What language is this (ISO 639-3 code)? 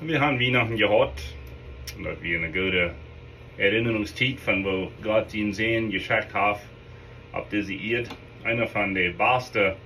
pdt